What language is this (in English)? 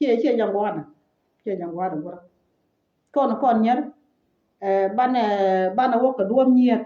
Nuer